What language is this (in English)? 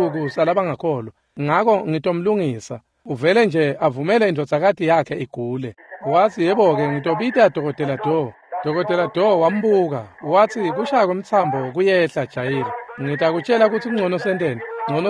Swati